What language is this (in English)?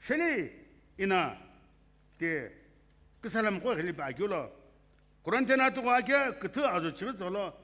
Sumi Naga